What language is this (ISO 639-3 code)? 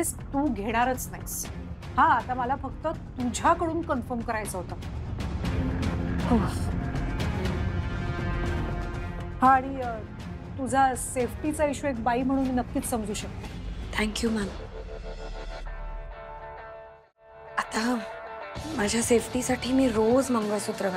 mar